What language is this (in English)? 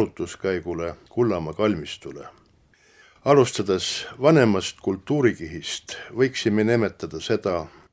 Estonian